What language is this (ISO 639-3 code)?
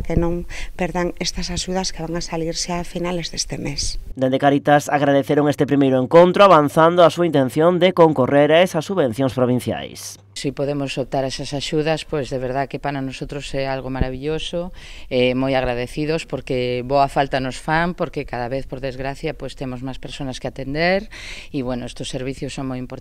glg